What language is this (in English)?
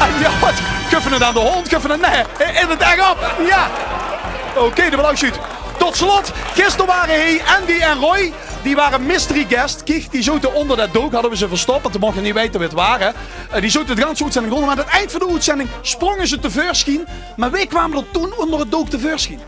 Limburgish